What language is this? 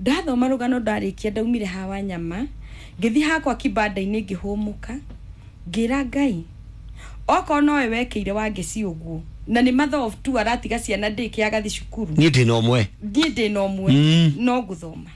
Kikuyu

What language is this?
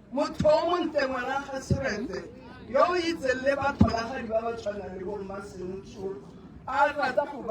Tswana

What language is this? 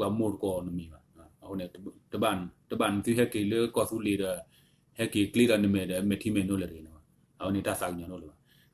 S'gaw Karen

